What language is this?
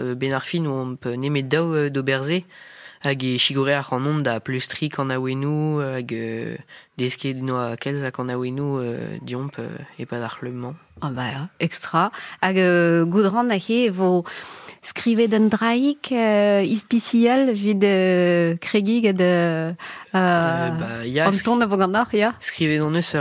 Breton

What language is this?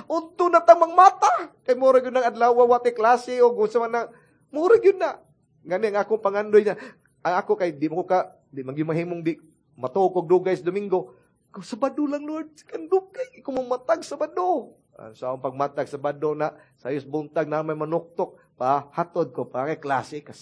Cebuano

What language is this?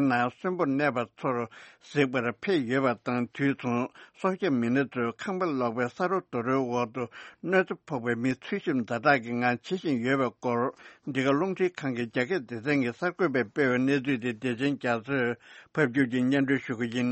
Tibetan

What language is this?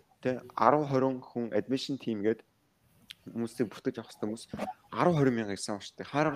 Mongolian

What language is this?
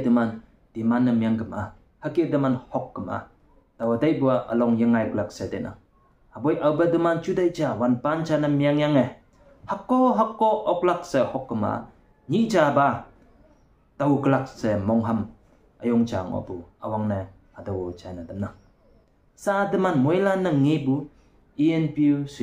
Konyak Naga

